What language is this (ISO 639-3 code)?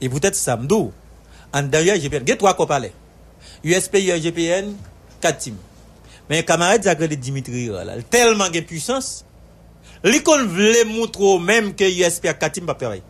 hat